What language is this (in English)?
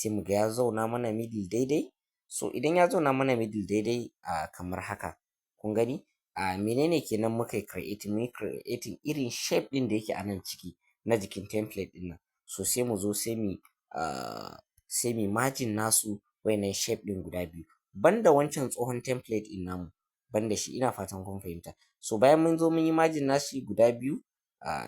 Hausa